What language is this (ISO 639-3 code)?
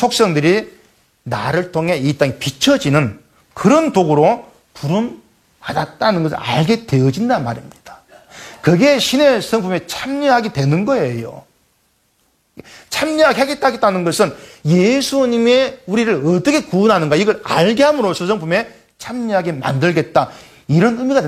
kor